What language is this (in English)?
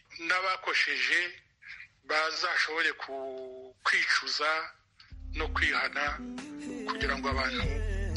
Kinyarwanda